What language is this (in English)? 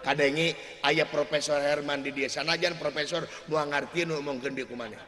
Sundanese